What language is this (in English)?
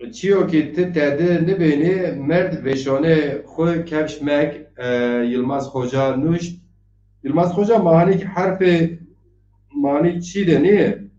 Zaza